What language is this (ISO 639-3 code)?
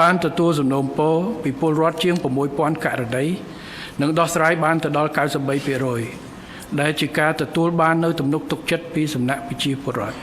khm